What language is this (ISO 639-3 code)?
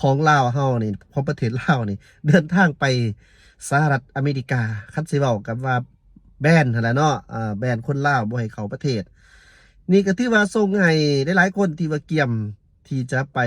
lao